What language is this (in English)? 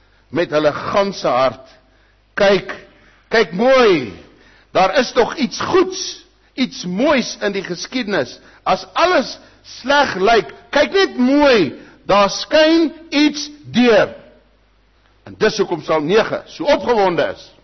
Afrikaans